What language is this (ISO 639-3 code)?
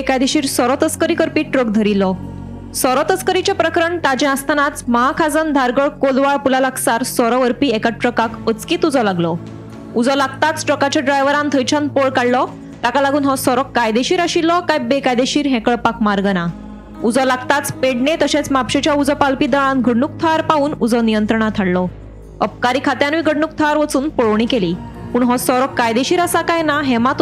kok